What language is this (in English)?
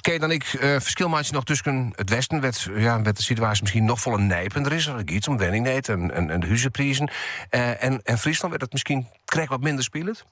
Western Frisian